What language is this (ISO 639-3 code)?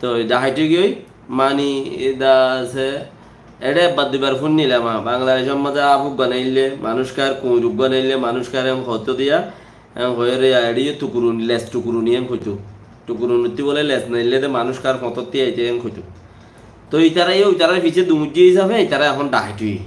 rhg